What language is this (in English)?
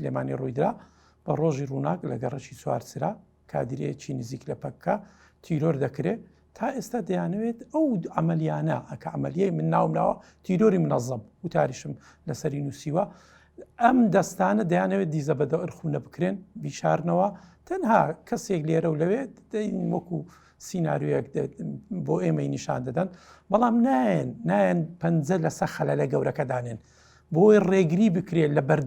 Central Kurdish